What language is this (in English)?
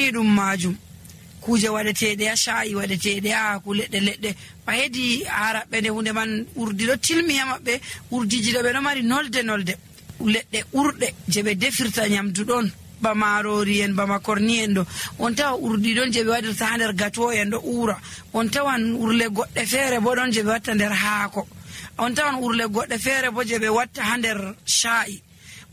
Nigerian Fulfulde